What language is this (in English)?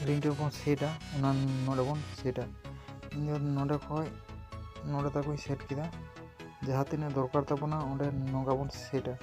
Santali